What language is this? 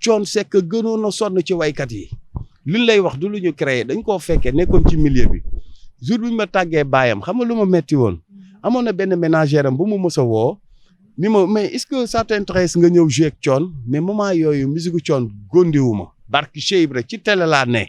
Wolof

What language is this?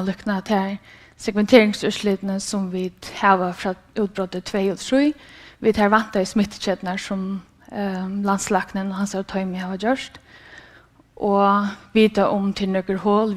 Faroese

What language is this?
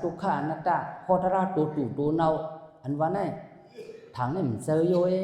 Shan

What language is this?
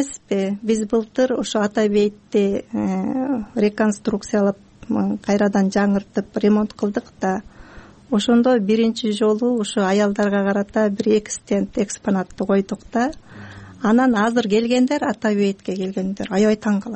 Kyrgyz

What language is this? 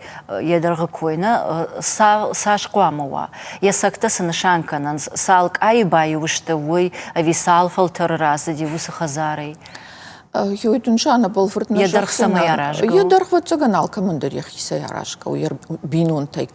Ossetic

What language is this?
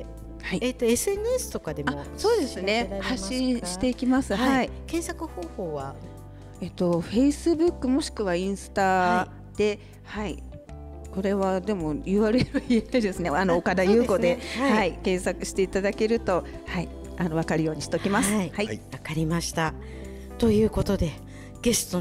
Japanese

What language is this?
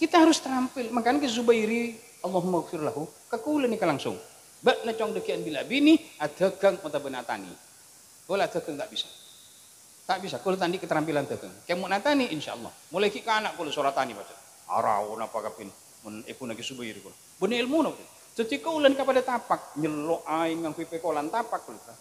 Madurese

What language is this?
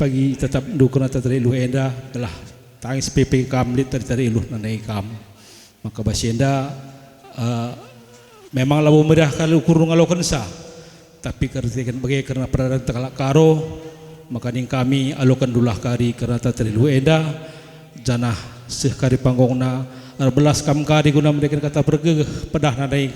Batak Karo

